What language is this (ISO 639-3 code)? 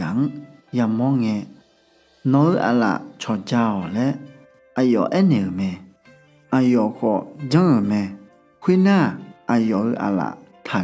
ahk